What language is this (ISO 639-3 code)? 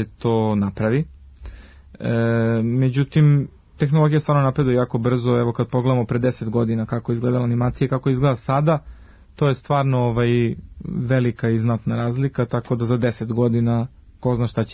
srp